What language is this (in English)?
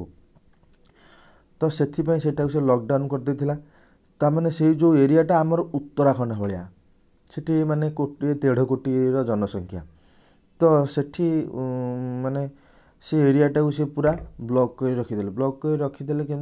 Odia